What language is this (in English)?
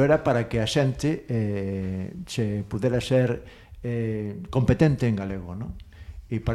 Galician